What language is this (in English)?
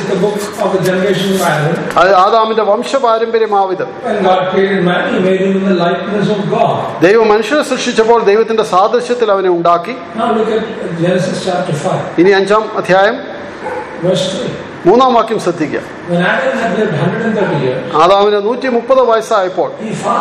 Malayalam